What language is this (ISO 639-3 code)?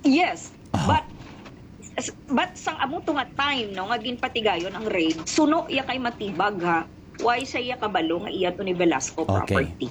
hil